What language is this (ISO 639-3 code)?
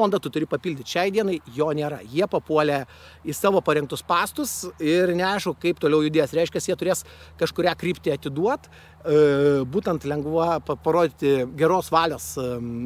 lit